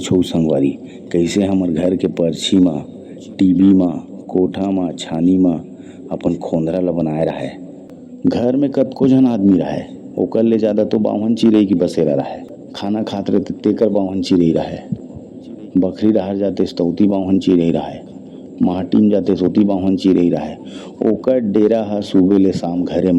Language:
Chhattisgarhi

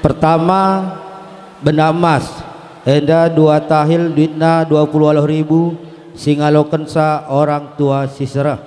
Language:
Batak Karo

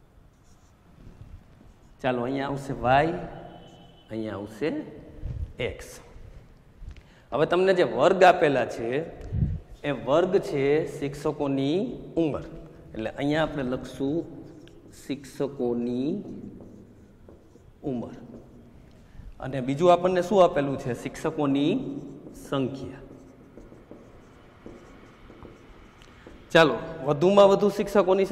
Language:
Gujarati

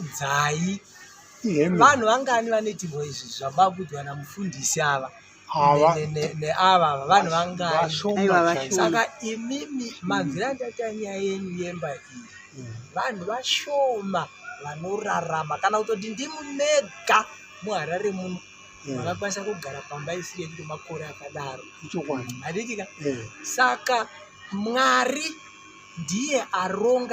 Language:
Shona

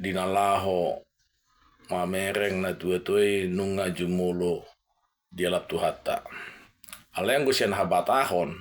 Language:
Batak Toba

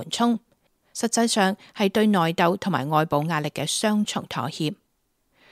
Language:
Cantonese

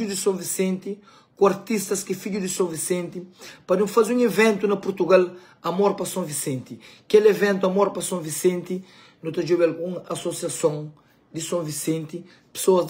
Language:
Kabuverdianu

